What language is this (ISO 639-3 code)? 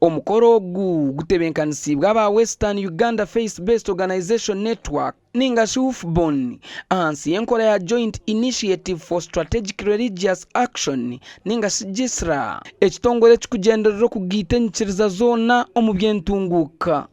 nyn